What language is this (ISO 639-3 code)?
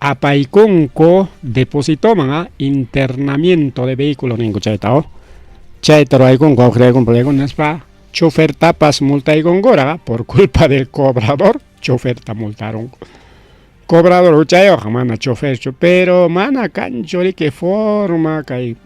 quy